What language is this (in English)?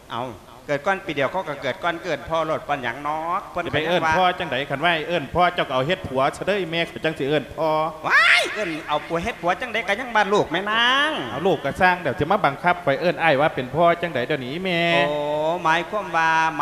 Lao